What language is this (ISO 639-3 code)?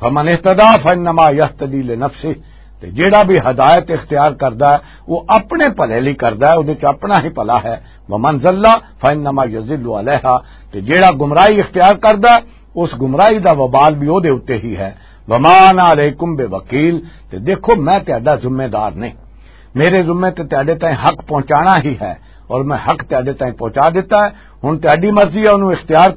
lah